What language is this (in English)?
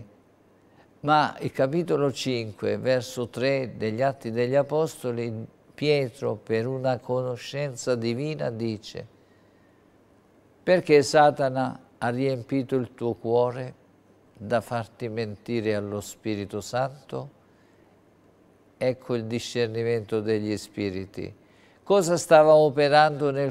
Italian